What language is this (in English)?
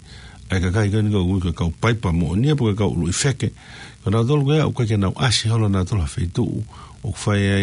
Tongan